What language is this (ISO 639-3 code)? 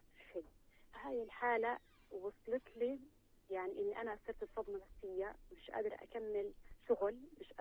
apc